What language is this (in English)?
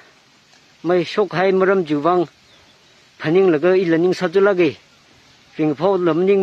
Tangkhul Naga (India)